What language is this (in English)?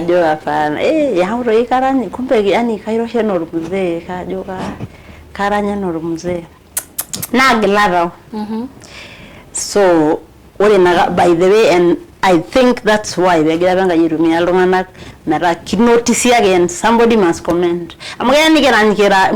Masai